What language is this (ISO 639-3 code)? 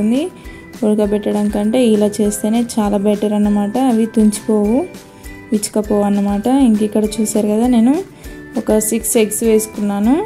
tel